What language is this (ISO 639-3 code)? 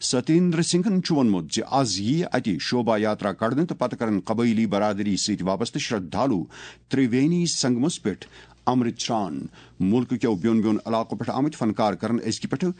kas